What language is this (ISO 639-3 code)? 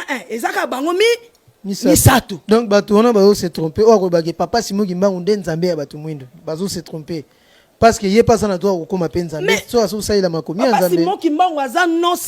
lin